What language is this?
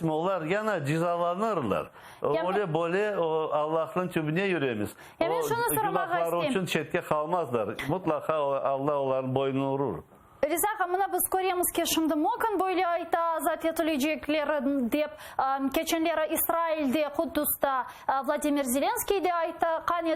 Crimean Tatar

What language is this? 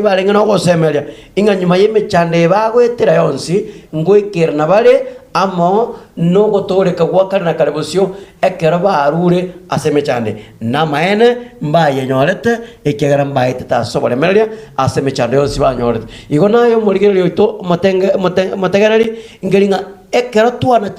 Gusii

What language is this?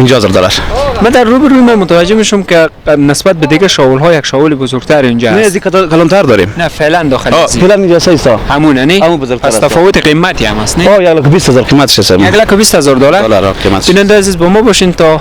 Persian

